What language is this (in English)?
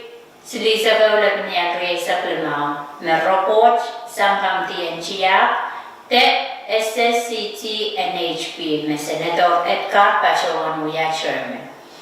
Pohnpeian